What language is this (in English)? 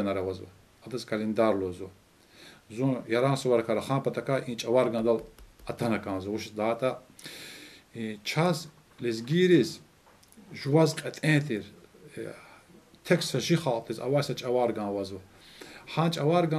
Lezghian